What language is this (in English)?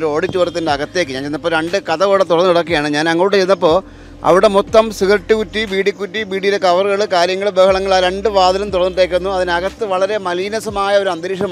Malayalam